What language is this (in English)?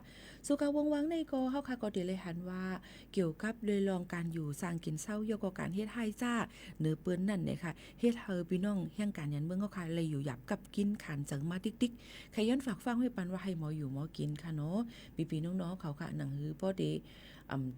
Shan